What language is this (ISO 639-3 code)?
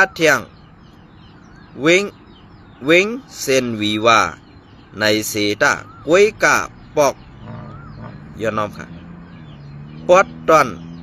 shn